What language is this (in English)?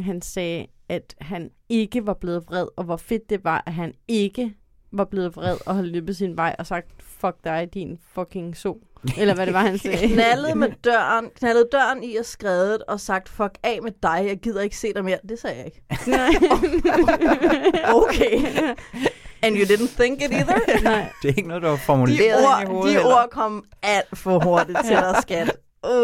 Danish